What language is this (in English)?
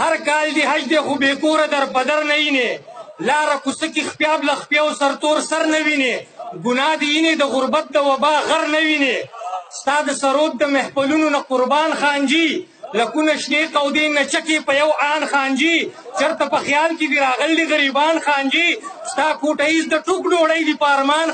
Pashto